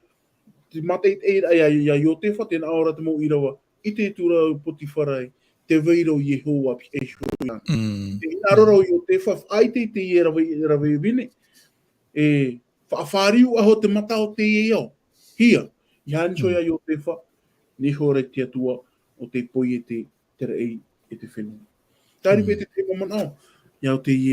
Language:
Tahitian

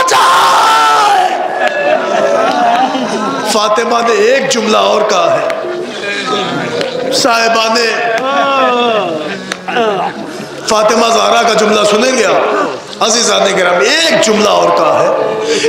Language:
Urdu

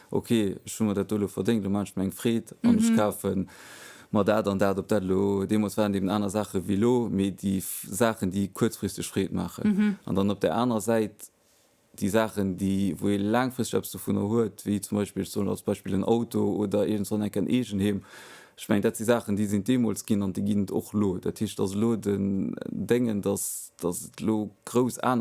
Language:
Luxembourgish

